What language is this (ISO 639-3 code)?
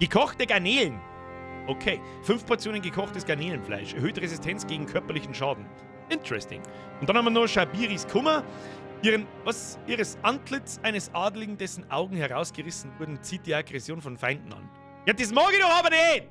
bar